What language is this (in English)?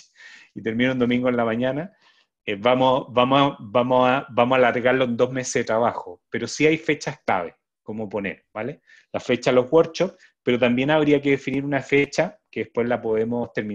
Spanish